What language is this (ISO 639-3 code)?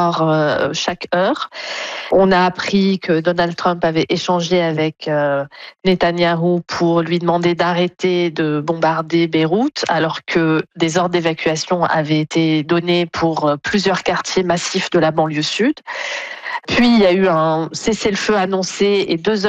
fra